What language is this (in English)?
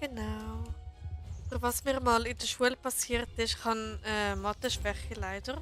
Swiss German